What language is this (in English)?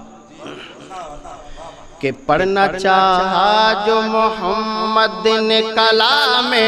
Urdu